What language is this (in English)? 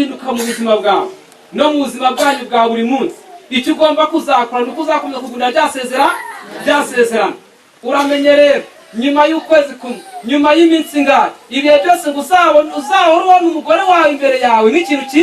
Kinyarwanda